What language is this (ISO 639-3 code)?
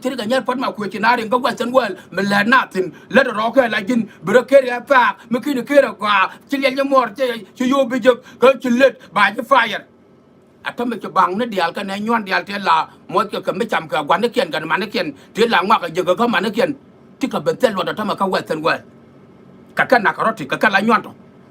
nus